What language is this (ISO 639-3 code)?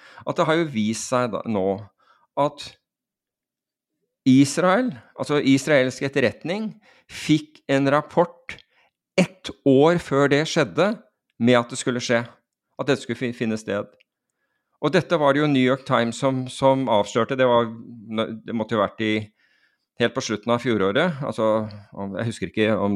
nor